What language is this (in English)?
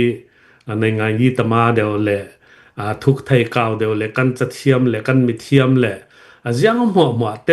Hakha Chin